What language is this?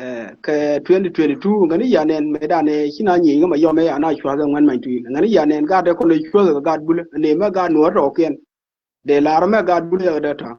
Nuer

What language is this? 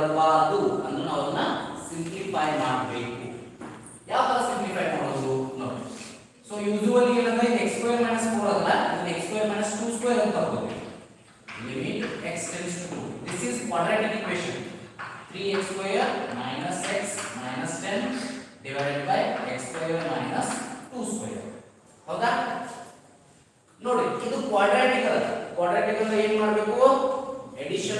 Kannada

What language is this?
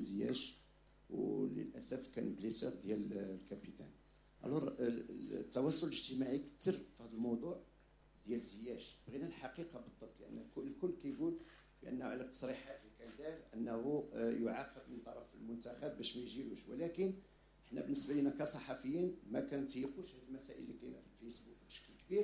Moroccan Arabic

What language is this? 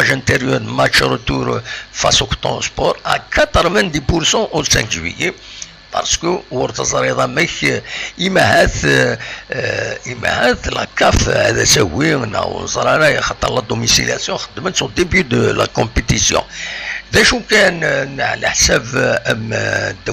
Kabyle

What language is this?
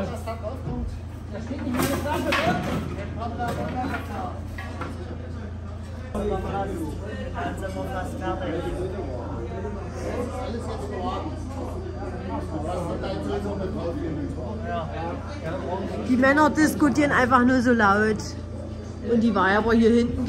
German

